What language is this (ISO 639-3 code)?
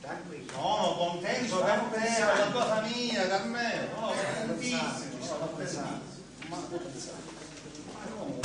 scn